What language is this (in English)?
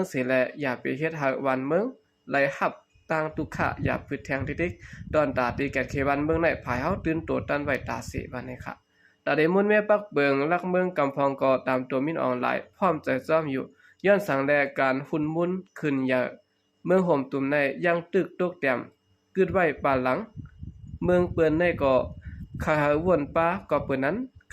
Shan